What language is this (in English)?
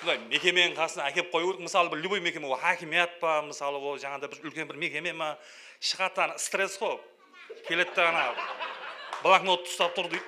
Kara-Kalpak